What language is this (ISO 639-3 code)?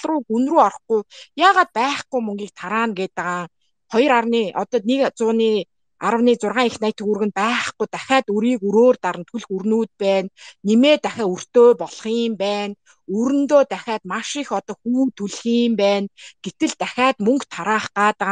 mon